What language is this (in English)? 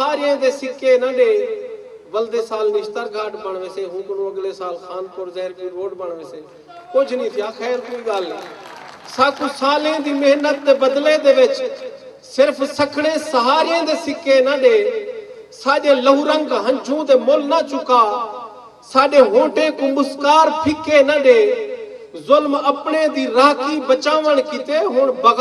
Saraiki